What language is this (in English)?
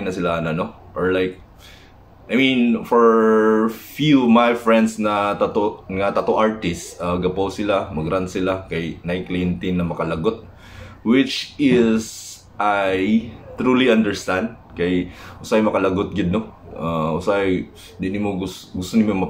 Cebuano